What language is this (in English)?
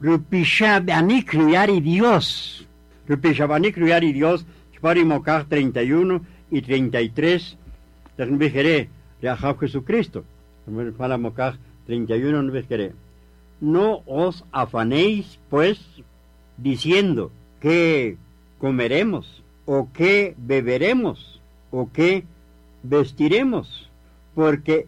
Kaqchikel